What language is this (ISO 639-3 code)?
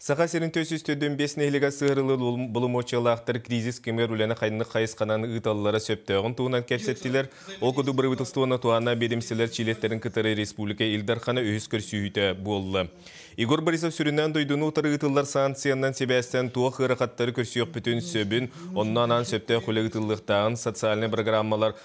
sah